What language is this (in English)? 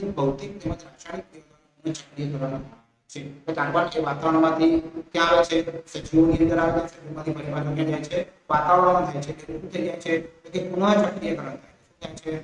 Gujarati